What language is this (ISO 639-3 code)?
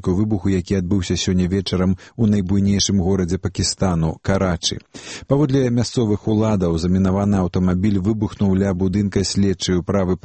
bel